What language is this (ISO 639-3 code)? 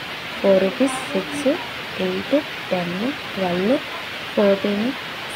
tel